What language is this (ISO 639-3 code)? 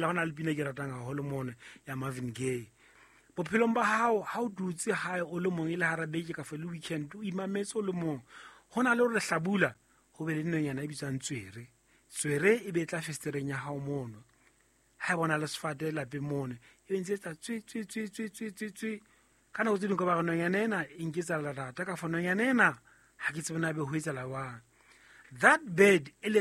sot